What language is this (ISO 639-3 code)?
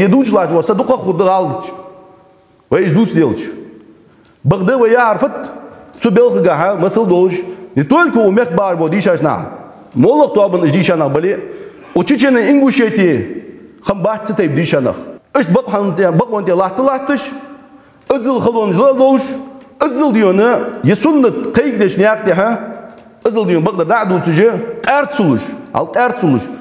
inh